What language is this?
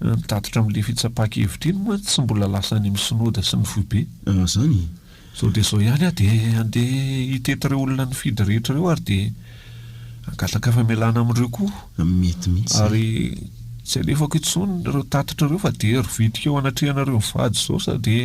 Malagasy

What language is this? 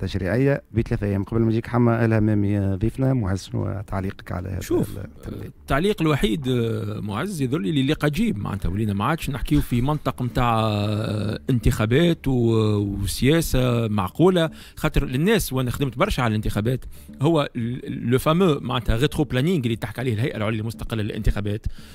Tunisian Arabic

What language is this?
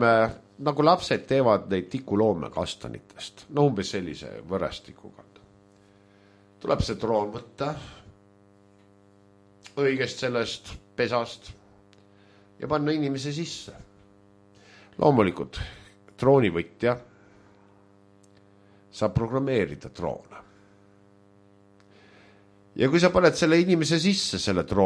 Estonian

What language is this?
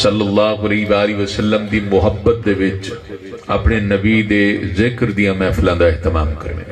Saraiki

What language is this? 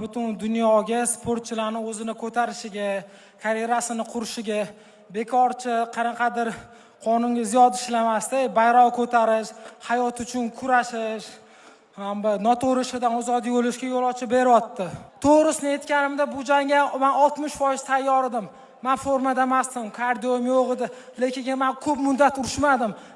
Uzbek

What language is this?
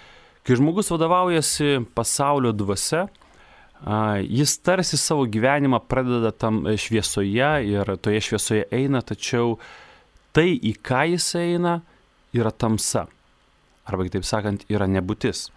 Lithuanian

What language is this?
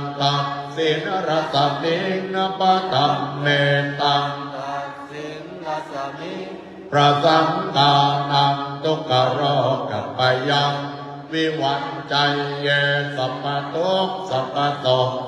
Pali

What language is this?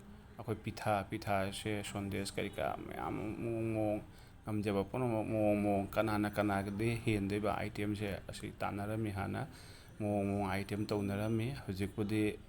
Manipuri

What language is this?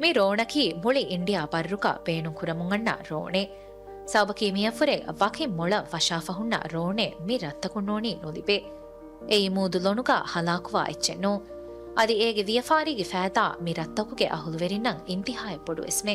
Divehi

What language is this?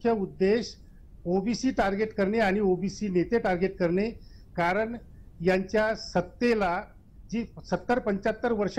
Marathi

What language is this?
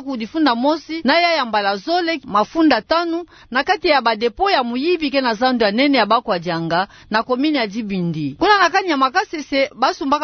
Kituba (Democratic Republic of Congo)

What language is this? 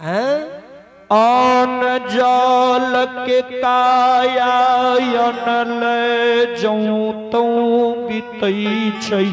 Maithili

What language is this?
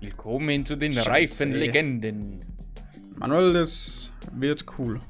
Bavarian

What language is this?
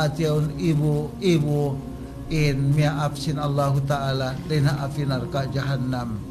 Tausug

